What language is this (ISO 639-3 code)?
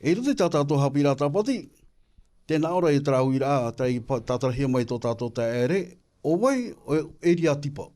tah